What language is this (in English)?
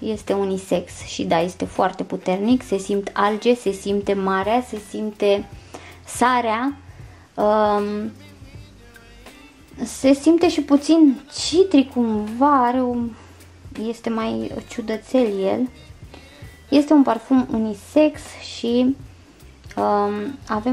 Romanian